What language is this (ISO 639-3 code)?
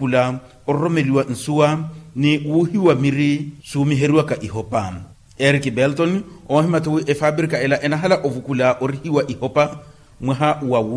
vmw